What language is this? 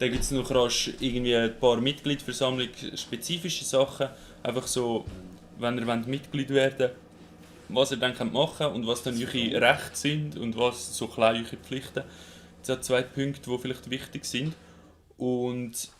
Swiss German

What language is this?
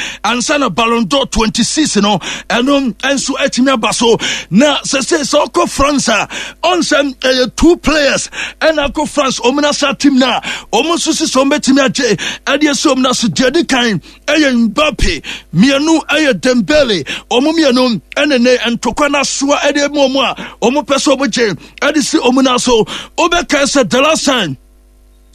Akan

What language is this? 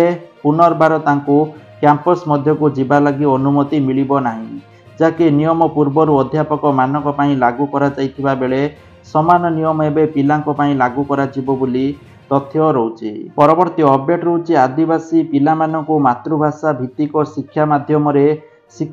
Odia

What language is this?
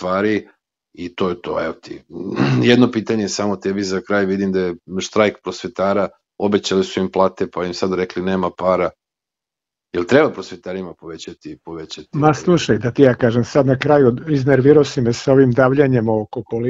Serbian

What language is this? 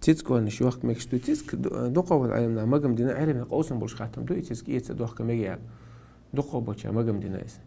Chechen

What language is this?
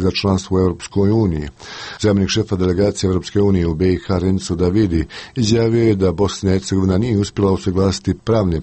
Croatian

